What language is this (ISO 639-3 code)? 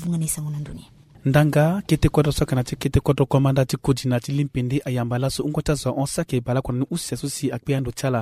sag